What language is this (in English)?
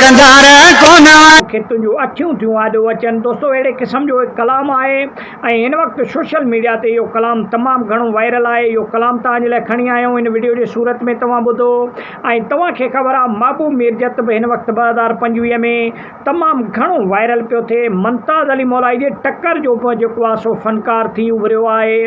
Sindhi